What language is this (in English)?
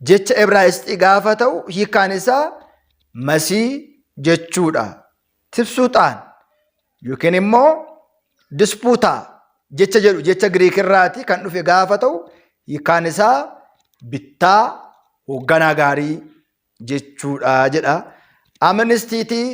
Oromo